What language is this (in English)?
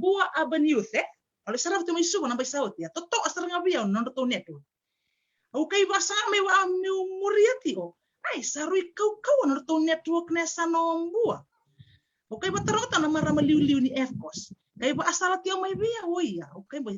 Fijian